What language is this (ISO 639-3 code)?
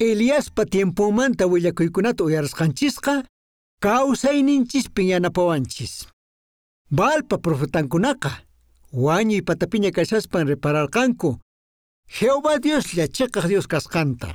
que